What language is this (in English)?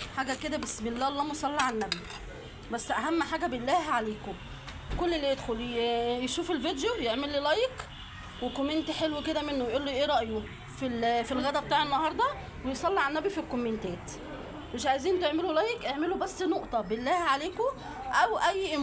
Egyptian Arabic